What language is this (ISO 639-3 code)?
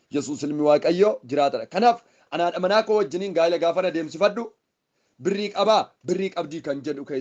orm